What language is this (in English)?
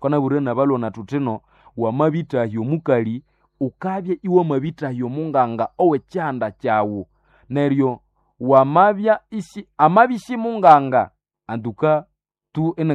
Nande